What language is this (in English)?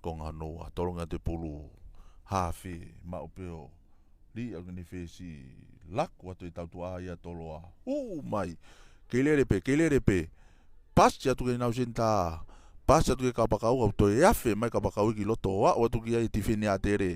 Tongan